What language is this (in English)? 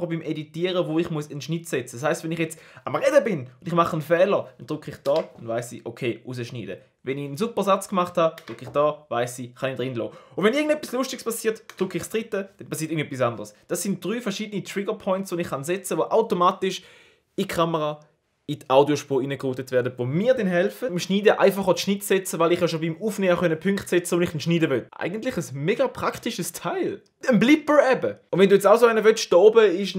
Swiss German